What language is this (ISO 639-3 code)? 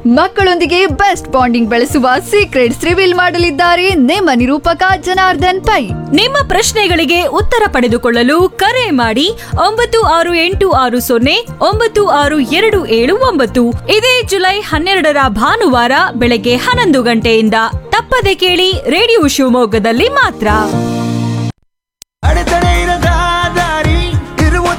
kan